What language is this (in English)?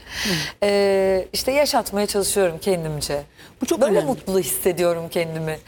Turkish